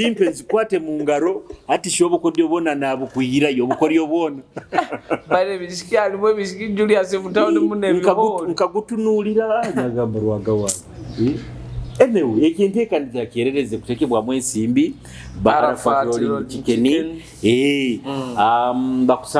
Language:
Nyoro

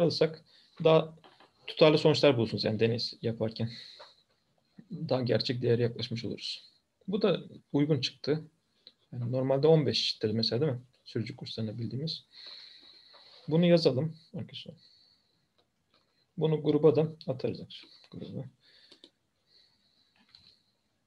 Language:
Turkish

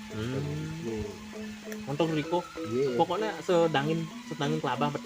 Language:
Balinese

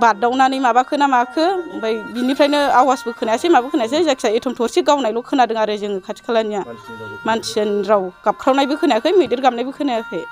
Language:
Bodo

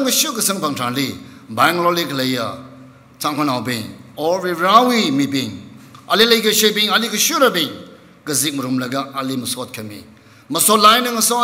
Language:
Tangkhul Naga (India)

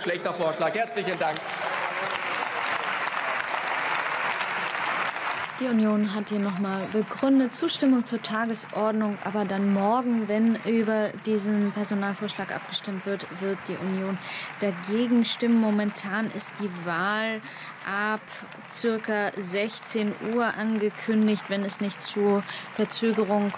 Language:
German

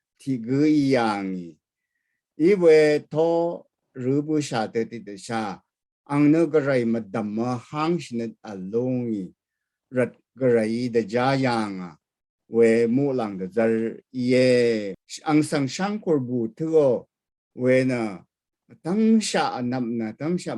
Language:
Rawang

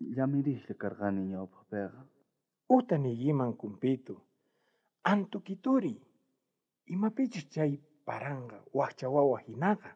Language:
South Bolivian Quechua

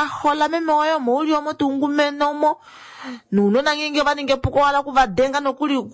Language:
Kuanyama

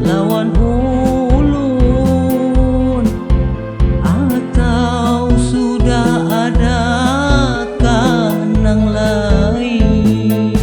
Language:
Banjar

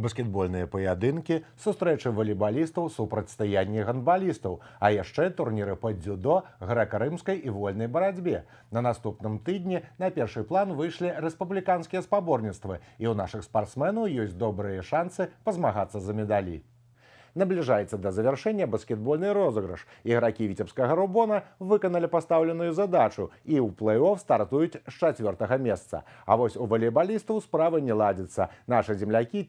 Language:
Belarusian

